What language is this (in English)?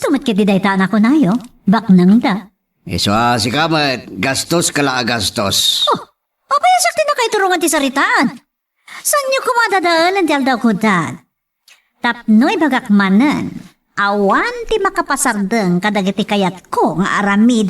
Iloko